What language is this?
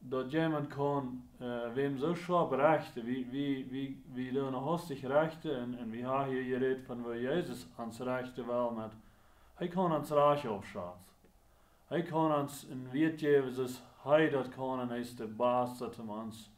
Plautdietsch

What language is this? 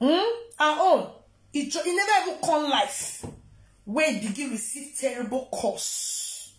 Nigerian Pidgin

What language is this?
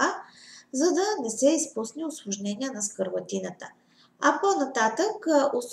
Bulgarian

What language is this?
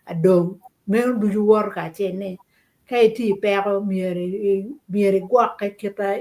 Acoli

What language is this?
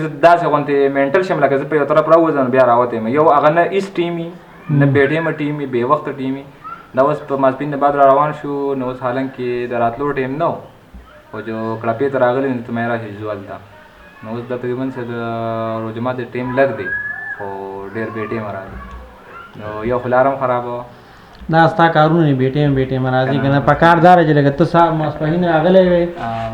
Pashto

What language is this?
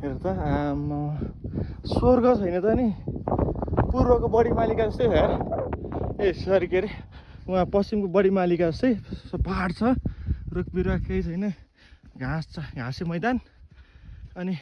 Nepali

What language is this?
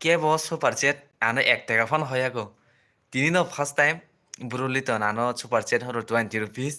Kok Borok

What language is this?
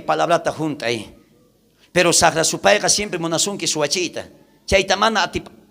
South Bolivian Quechua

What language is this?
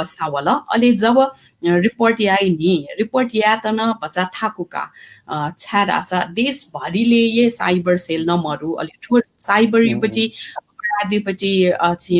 Newari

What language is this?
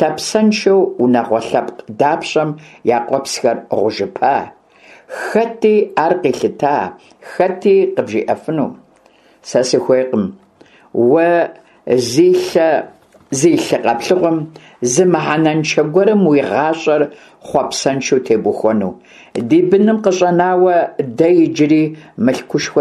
Kabardian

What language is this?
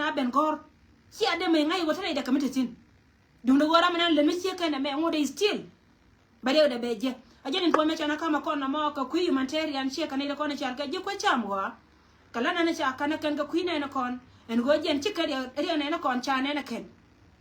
Nuer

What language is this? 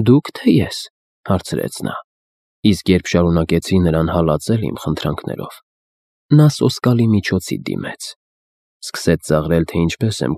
Armenian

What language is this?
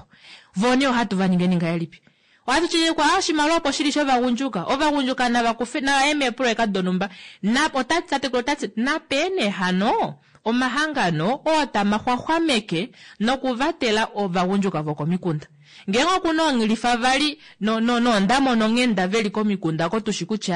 Kuanyama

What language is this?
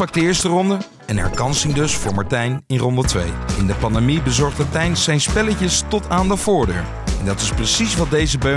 Dutch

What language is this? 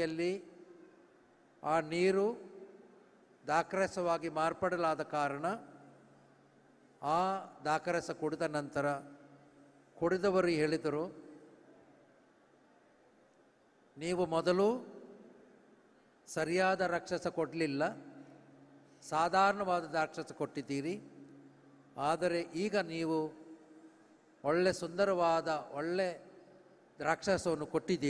Kannada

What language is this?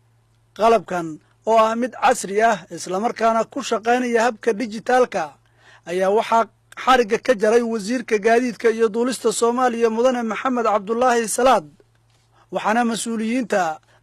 Somali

